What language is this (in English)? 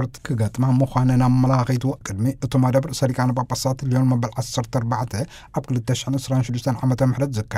Tigrinya